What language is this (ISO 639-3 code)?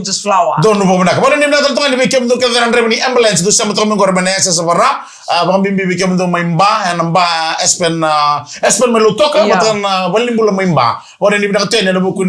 fij